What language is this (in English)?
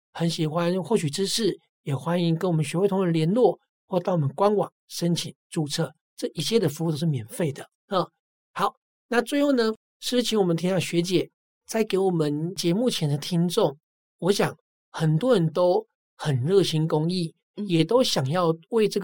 Chinese